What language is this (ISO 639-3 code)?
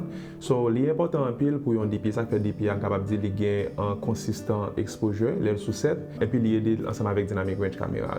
hat